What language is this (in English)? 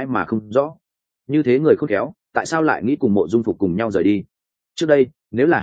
Vietnamese